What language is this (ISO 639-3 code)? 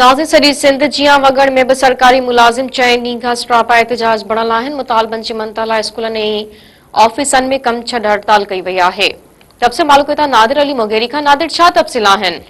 snd